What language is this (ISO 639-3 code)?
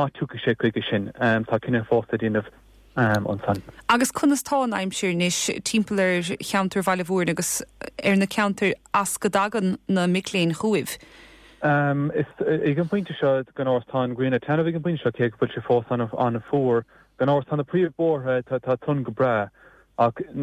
gle